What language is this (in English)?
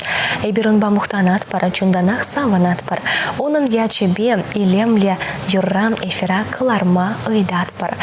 Chuvash